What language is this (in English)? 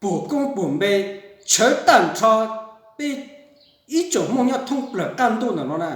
Hmong